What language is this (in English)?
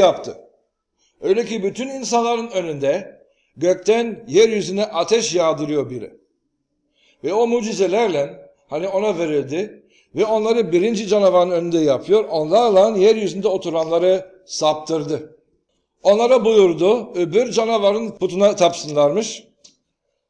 Turkish